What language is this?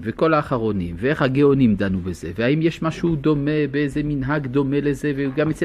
Hebrew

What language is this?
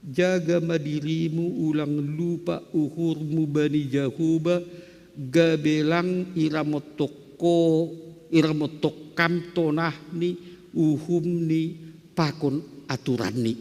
Batak Simalungun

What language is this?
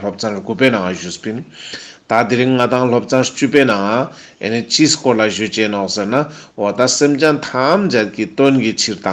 Ladakhi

